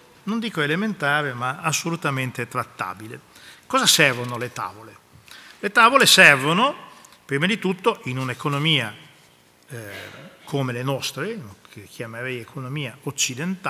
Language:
Italian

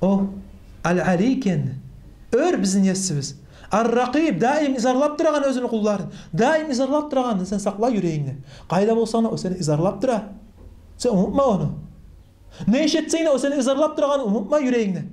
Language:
Kumyk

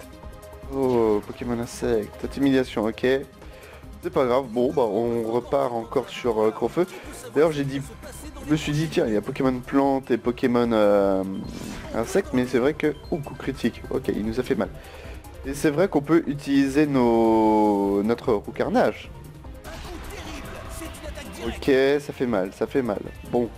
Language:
French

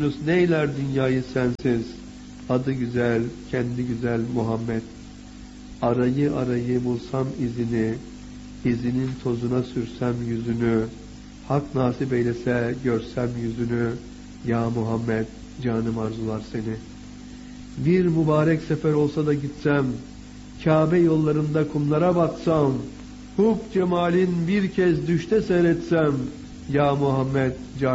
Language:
Turkish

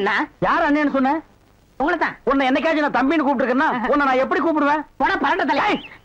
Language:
Tamil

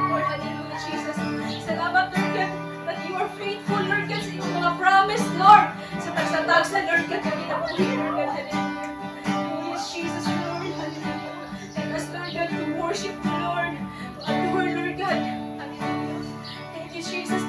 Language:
Cebuano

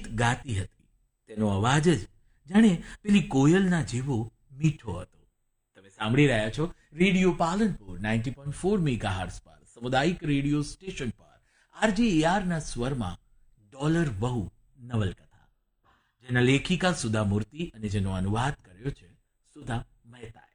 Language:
Gujarati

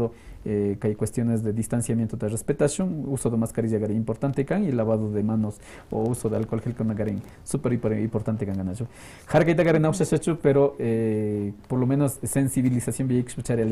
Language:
Quechua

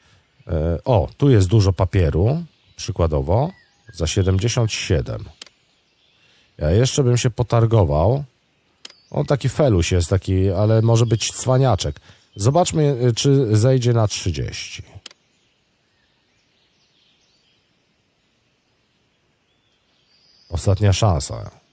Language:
Polish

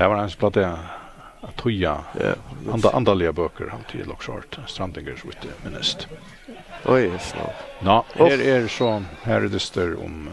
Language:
Faroese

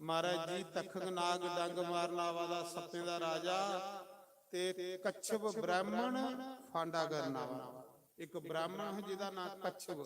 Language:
Dogri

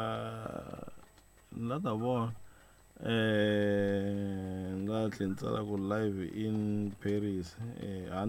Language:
Tsonga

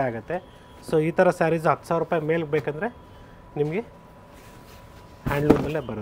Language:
Kannada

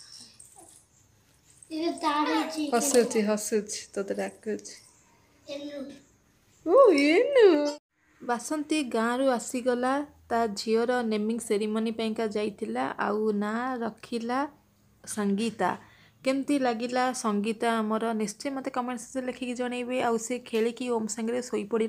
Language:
Odia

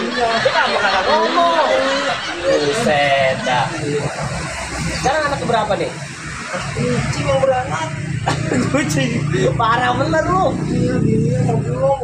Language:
Betawi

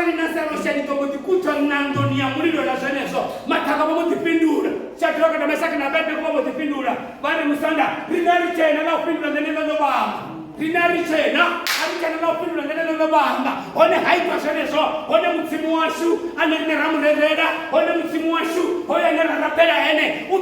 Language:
Venda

